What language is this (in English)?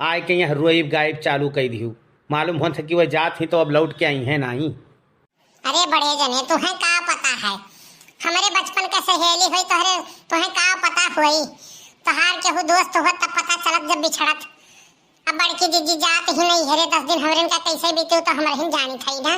Awadhi